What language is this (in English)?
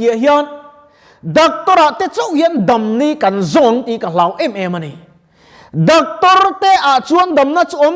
Mizo